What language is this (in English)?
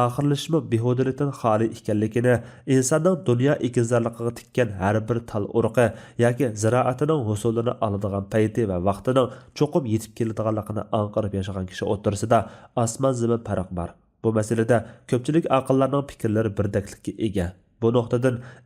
Uyghur